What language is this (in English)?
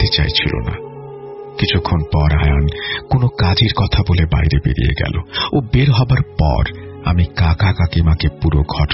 Bangla